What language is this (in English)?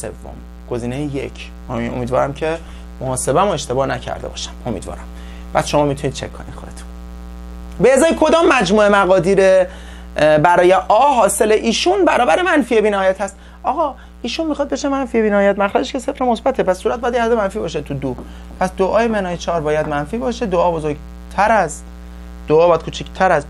Persian